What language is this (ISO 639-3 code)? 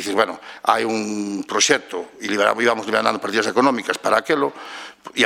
glg